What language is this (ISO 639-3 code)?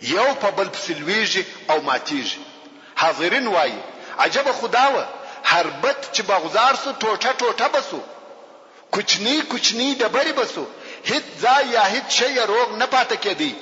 pus